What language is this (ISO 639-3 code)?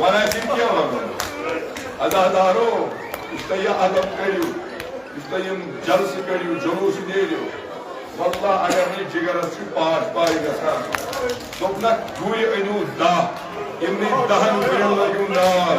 kas